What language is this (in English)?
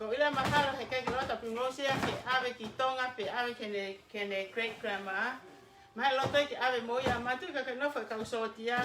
Tongan